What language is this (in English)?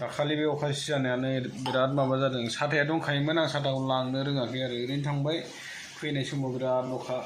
Bodo